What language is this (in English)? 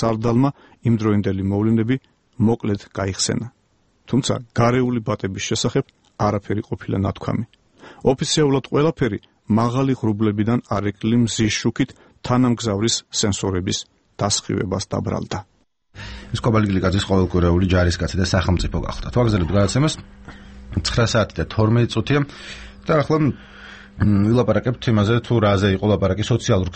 Georgian